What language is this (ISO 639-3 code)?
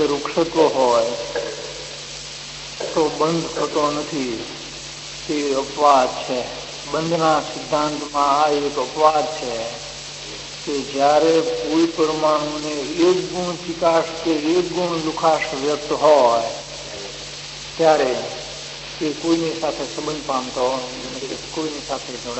guj